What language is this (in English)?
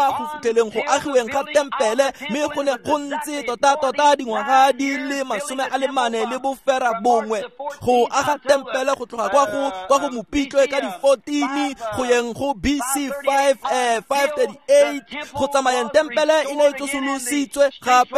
Tswana